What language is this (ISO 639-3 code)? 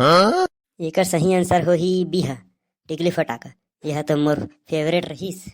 hne